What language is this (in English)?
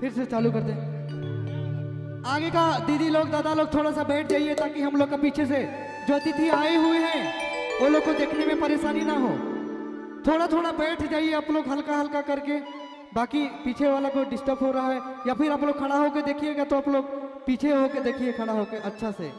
Sadri